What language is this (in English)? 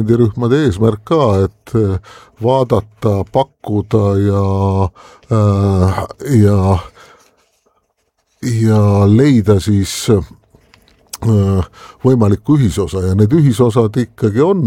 Estonian